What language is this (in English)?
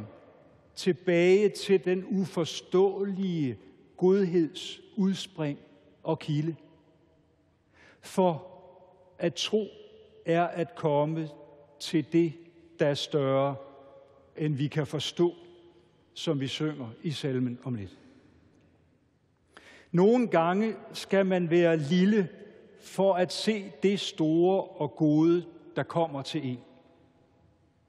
Danish